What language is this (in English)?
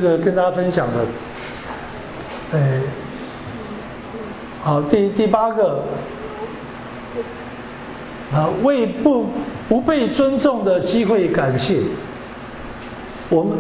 Chinese